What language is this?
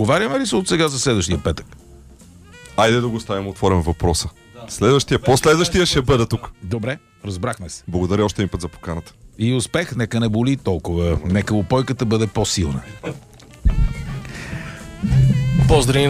Bulgarian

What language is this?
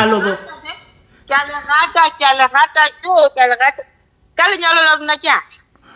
Southern Sotho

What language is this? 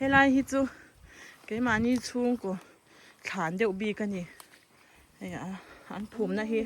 Mizo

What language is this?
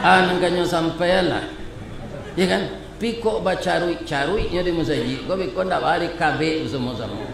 Minangkabau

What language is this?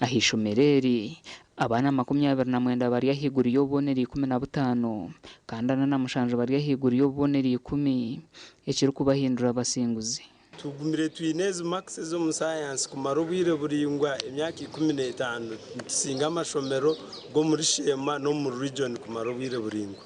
Nyankole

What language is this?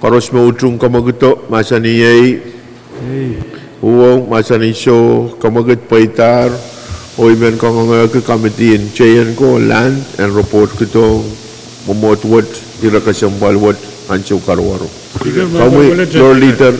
Pohnpeian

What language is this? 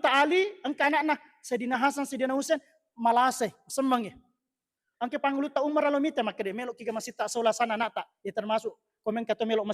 Buginese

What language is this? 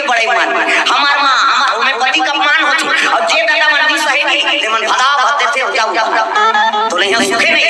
Chhattisgarhi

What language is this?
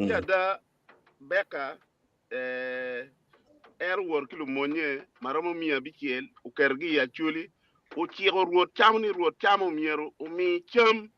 Acoli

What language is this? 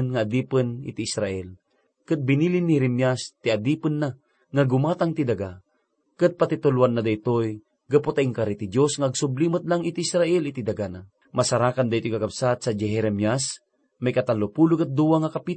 Iloko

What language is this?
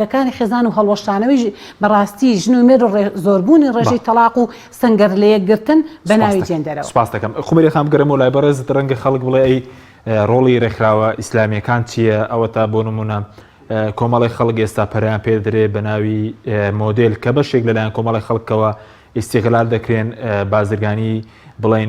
Central Kurdish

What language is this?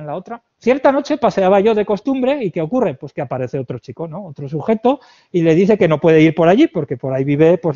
Spanish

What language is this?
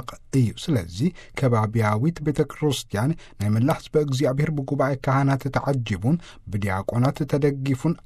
Tigrinya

